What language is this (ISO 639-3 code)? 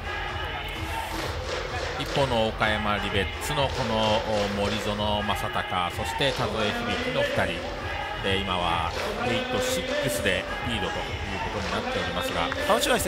jpn